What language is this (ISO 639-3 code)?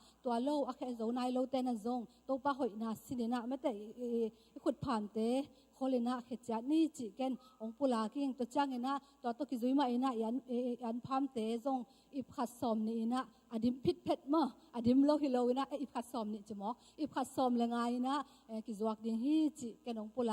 ctd